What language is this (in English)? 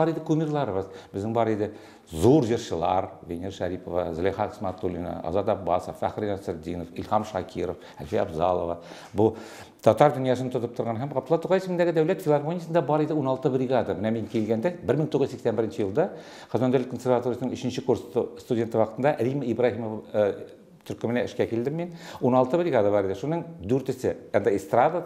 Tatar